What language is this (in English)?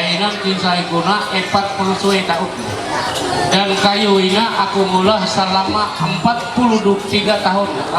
Ma'anyan